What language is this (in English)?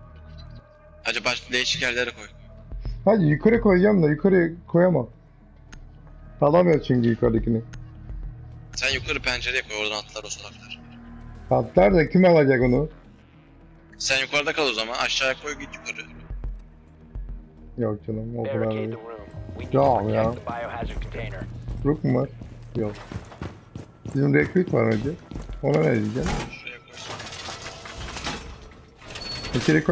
Turkish